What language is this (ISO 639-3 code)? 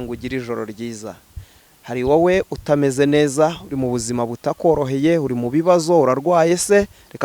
kin